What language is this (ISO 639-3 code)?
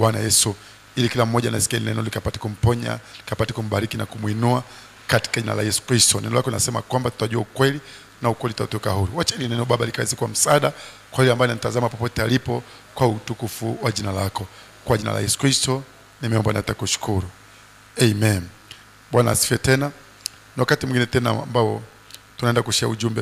swa